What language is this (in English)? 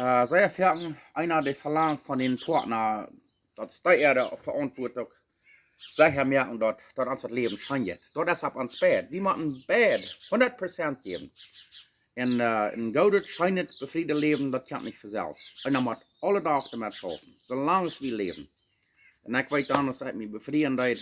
Plautdietsch